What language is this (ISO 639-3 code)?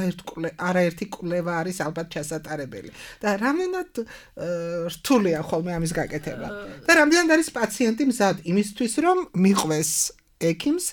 kat